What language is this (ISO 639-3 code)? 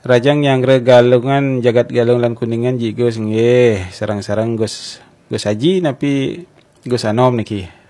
ban